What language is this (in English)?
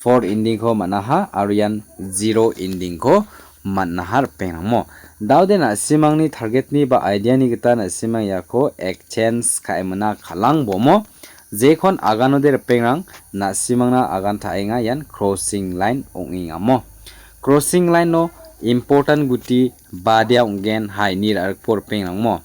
Garo